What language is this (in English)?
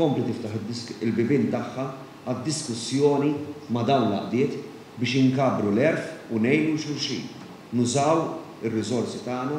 Maltese